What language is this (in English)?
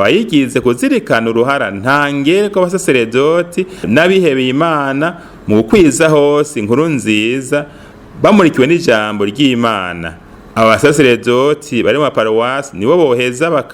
Rundi